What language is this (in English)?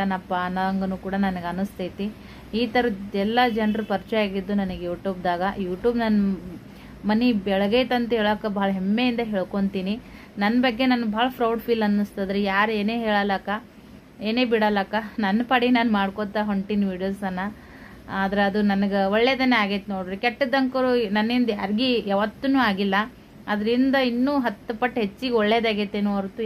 Kannada